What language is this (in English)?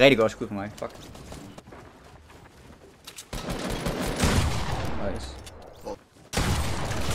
Danish